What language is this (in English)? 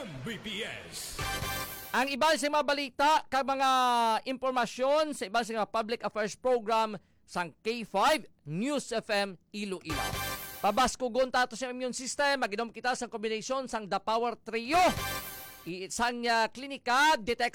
Hiligaynon